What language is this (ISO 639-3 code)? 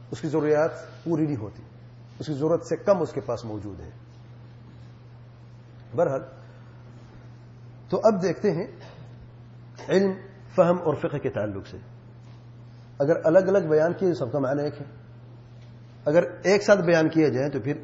urd